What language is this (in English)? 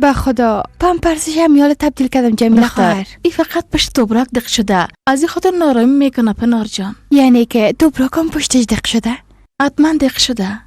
Persian